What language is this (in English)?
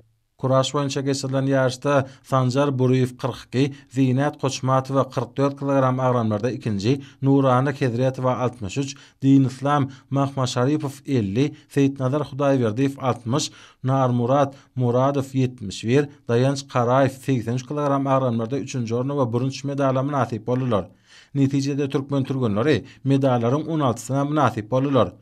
Turkmen